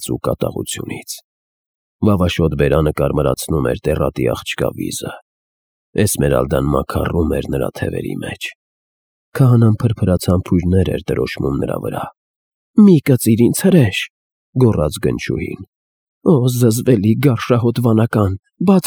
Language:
Armenian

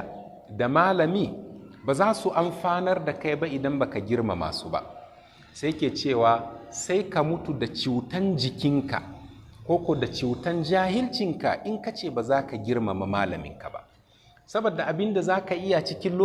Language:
Hausa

